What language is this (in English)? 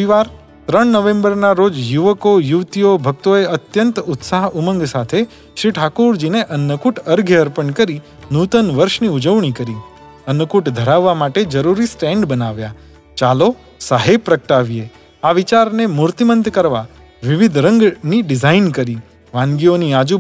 Gujarati